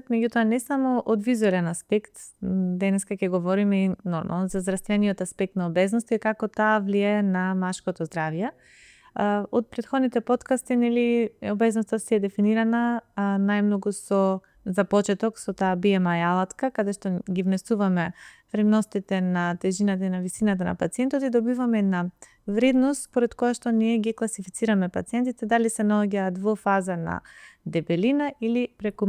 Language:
Macedonian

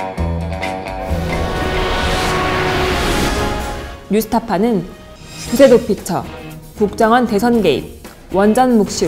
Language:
Korean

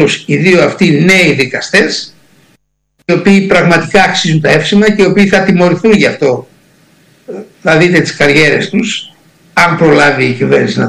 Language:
Greek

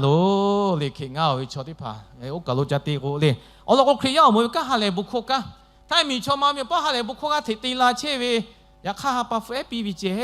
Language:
Lahu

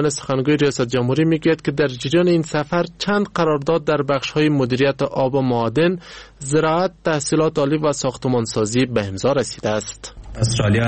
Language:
Persian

